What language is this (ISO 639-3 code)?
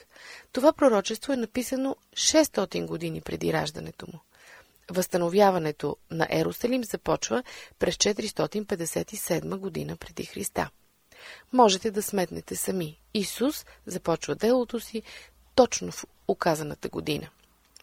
bul